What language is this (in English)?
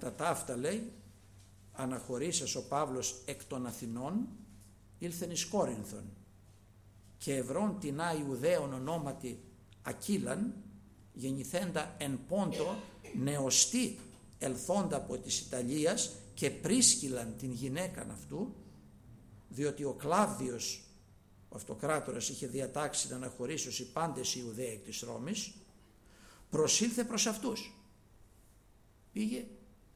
Greek